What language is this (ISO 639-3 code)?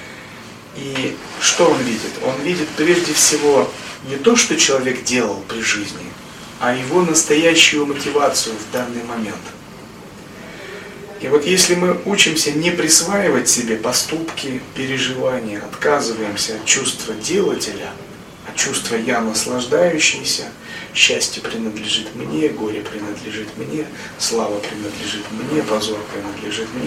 rus